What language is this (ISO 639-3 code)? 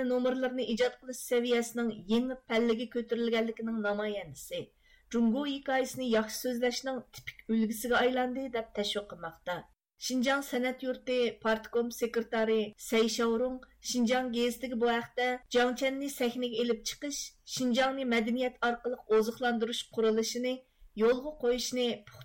uig